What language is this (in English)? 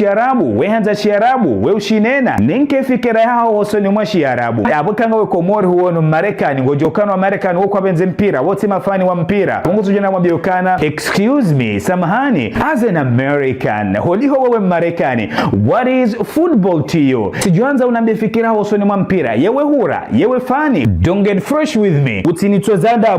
Ngazidja Comorian